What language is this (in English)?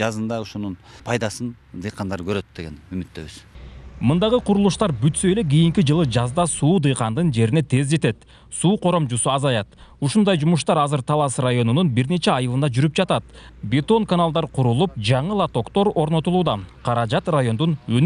Kyrgyz